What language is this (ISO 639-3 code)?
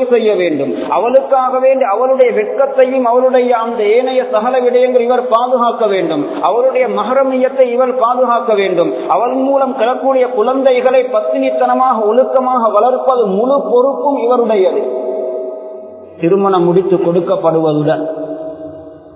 tam